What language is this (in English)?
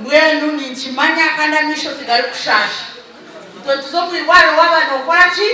Nyankole